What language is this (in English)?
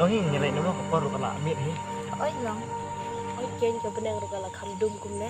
Khasi